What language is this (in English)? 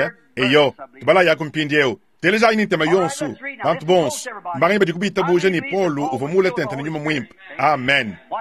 Luba-Lulua